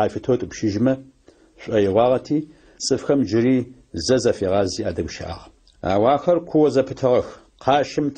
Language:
Adyghe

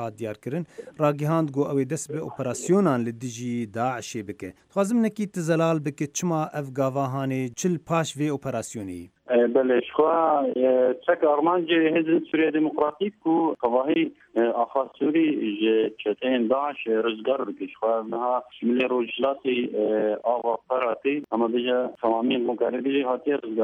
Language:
Kurdish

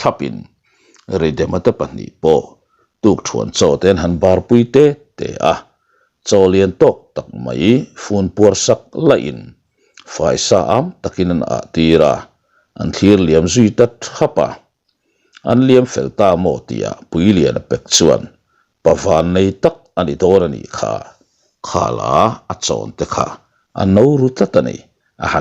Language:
Mizo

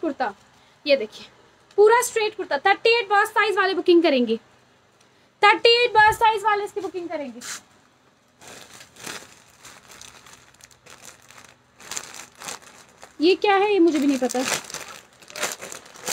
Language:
Hindi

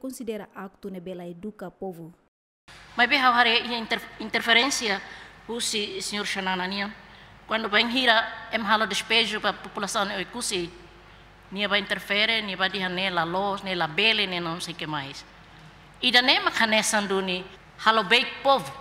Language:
Tetum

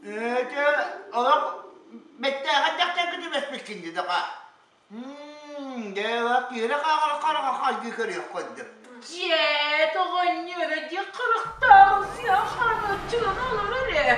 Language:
Yakut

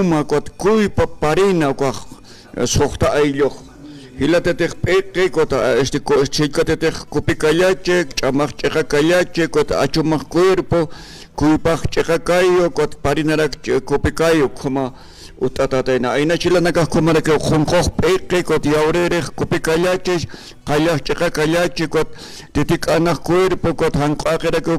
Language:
Aymara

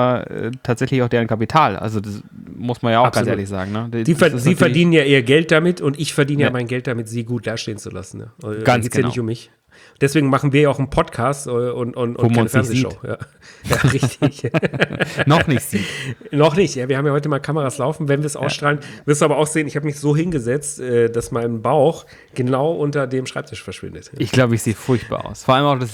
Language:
German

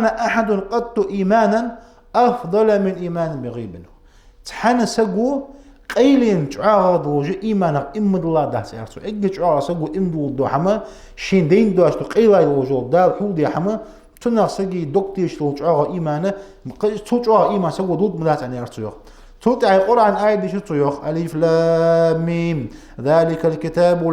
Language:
Ingush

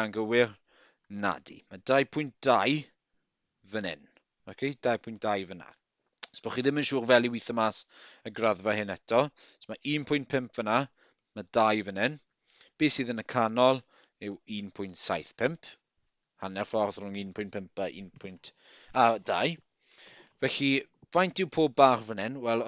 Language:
Welsh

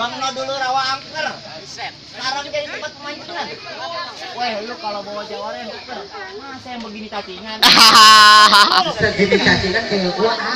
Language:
Betawi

